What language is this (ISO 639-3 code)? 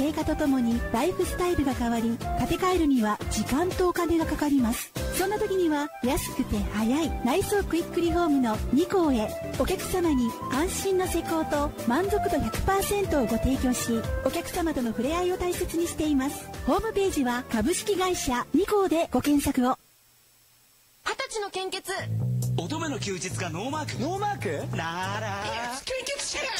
jpn